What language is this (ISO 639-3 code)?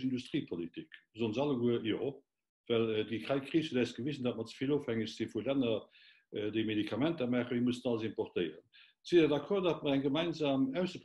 ltz